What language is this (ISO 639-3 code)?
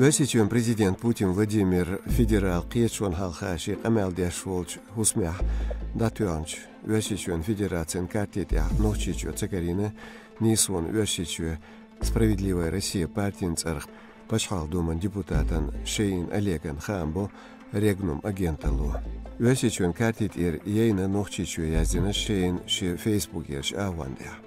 che